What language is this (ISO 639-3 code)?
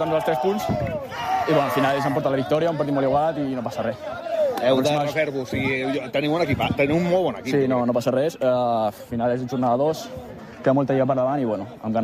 cat